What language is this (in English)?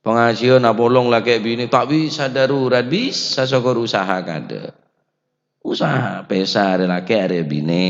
Madurese